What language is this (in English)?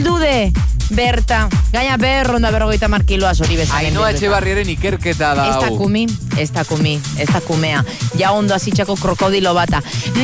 Basque